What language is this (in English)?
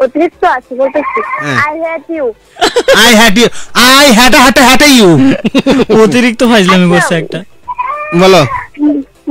Bangla